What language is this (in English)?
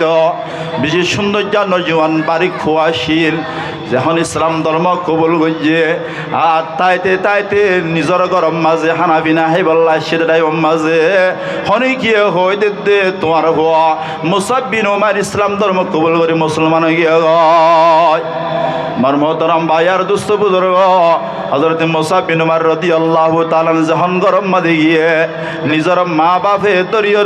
Rohingya